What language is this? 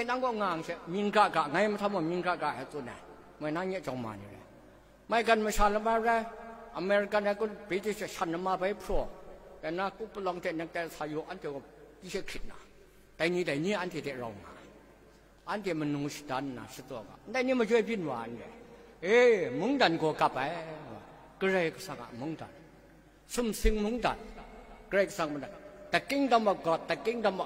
Kachin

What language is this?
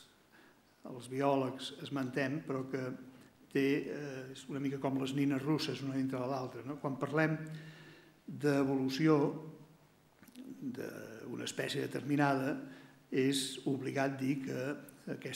Catalan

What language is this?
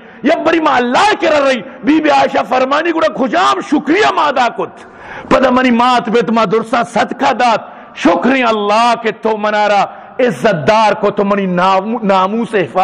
Eastern Balochi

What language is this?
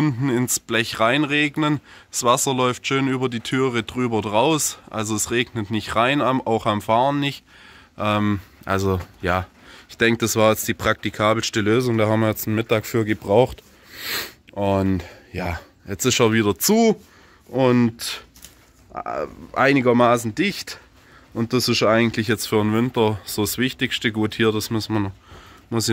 German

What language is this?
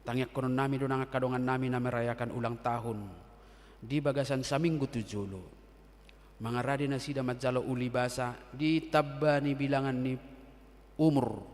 Batak Toba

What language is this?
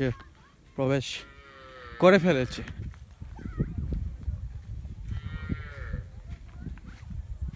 Bangla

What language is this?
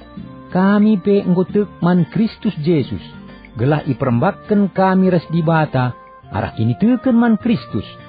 Batak Karo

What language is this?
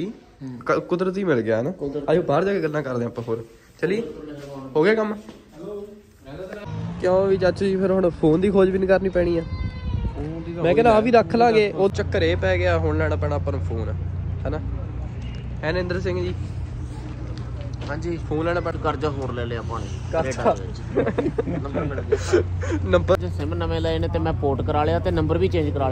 Punjabi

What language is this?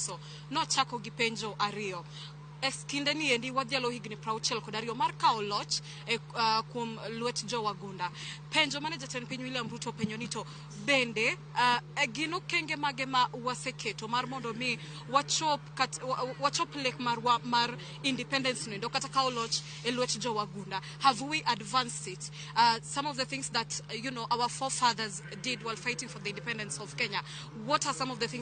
Luo (Kenya and Tanzania)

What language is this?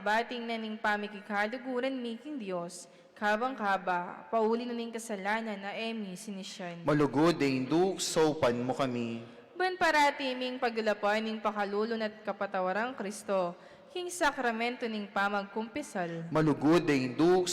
Pampanga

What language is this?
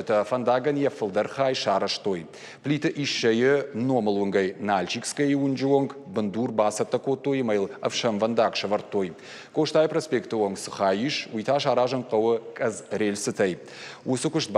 Ossetic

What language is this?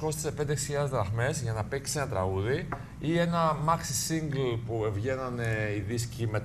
Greek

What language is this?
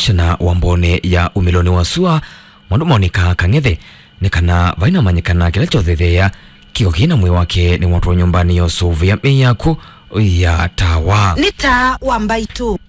Kamba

